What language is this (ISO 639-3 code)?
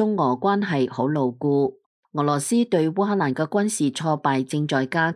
yue